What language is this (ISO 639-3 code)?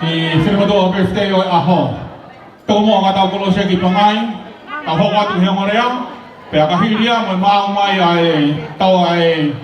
ton